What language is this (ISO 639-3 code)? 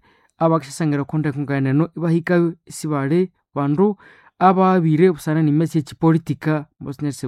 nnb